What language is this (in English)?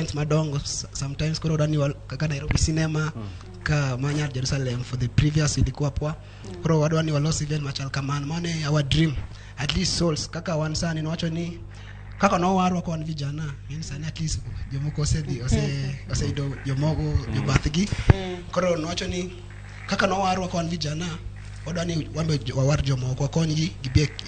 Luo (Kenya and Tanzania)